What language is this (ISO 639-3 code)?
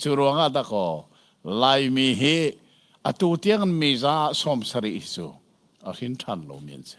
cnh